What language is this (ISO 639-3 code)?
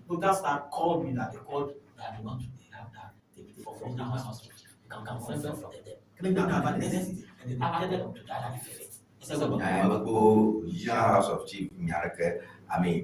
ewe